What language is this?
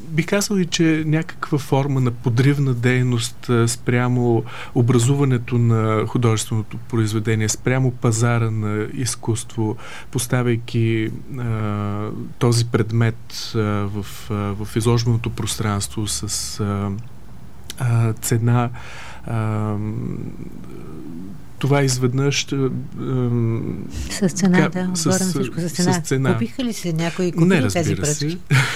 Bulgarian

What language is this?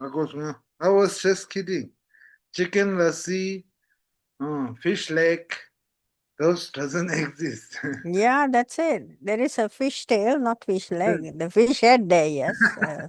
Tibetan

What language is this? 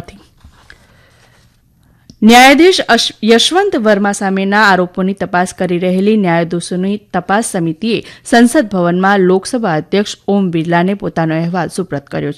Gujarati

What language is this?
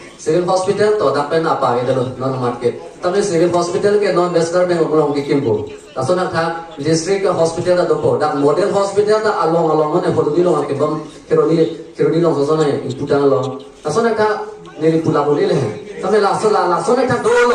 Karbi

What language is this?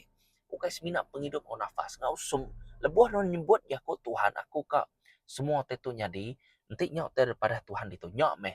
Iban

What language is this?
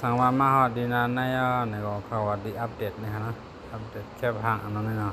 Shan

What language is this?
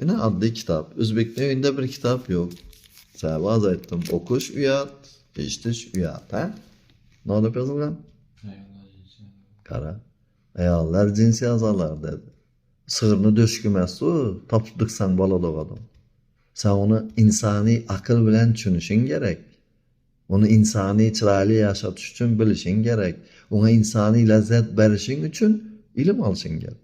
Uzbek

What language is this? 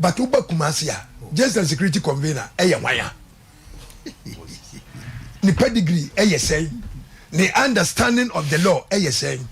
Akan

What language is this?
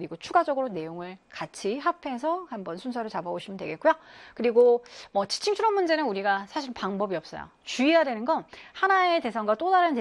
Korean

